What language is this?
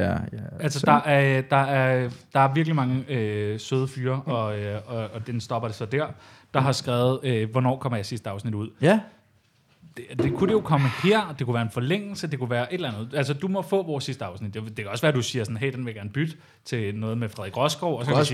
Danish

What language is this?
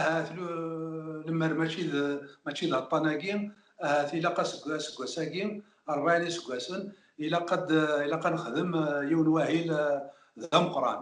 Kabyle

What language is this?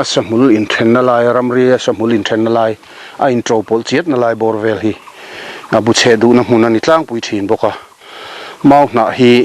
Mizo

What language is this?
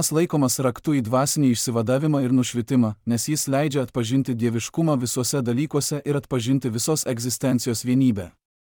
Lithuanian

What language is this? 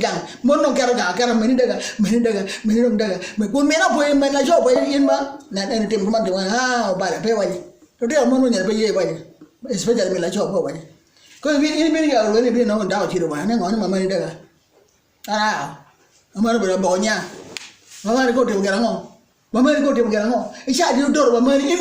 Acoli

